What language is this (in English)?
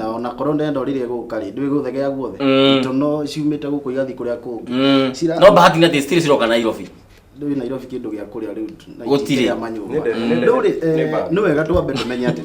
Kikuyu